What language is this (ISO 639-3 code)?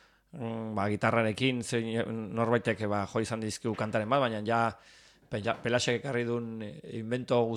eus